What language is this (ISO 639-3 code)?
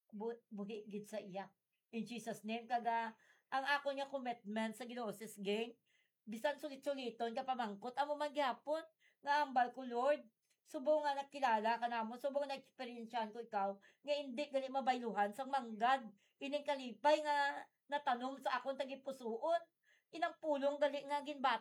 hil